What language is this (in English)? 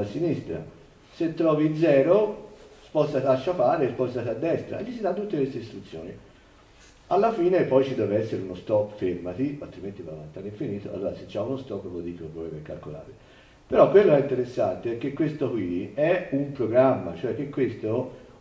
Italian